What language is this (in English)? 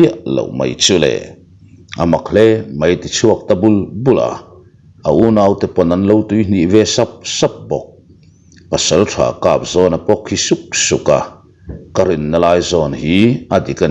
Mizo